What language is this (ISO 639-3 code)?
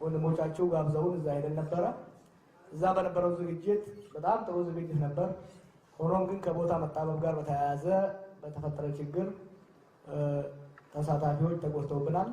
amh